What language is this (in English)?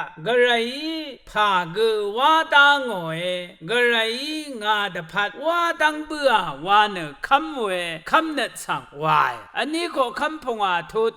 Rawang